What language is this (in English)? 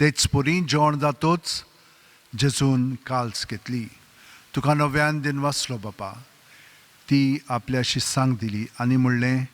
Konkani